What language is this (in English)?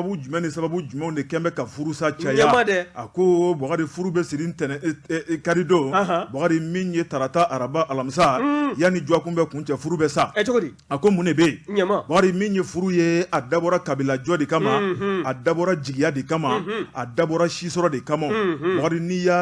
Bambara